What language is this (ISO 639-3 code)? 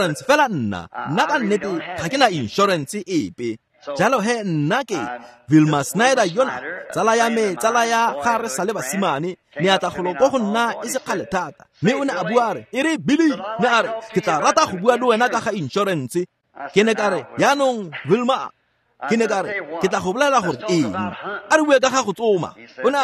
tsn